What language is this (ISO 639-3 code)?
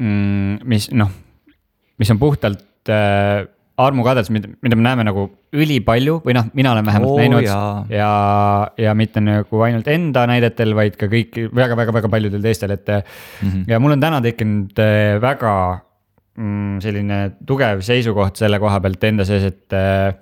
est